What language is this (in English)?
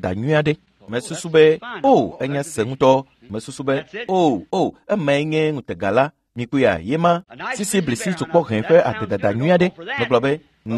Ewe